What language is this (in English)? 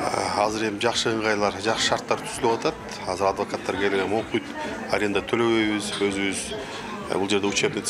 Kyrgyz